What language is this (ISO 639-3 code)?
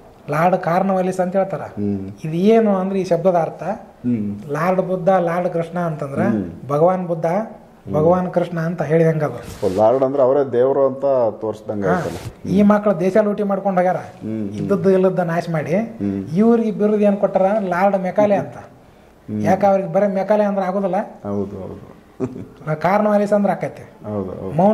kan